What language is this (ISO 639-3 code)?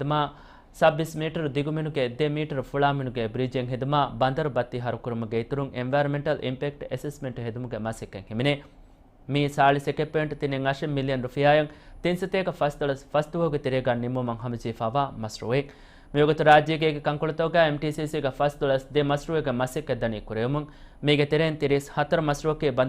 div